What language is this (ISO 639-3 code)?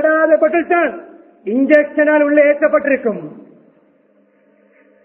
tam